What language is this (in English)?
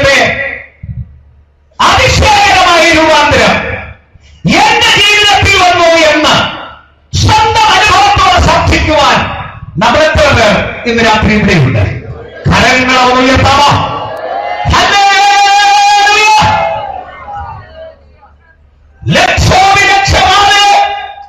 Malayalam